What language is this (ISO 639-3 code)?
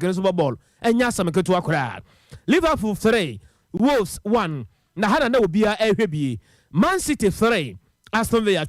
aka